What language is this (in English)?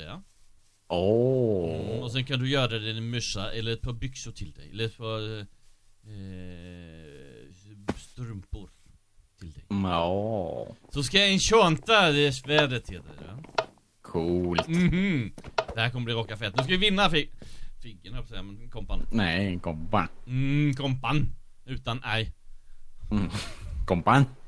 Swedish